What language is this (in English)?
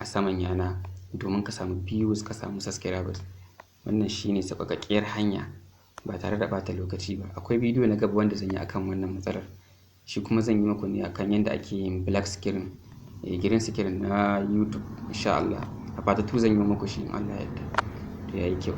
Hausa